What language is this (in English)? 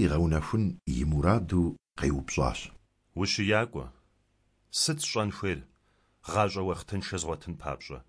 Kabardian